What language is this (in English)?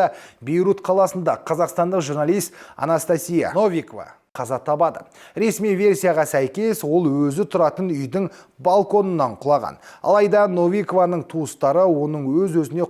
Kazakh